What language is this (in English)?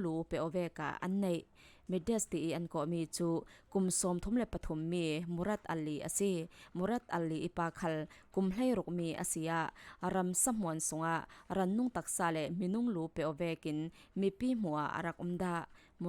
Falam Chin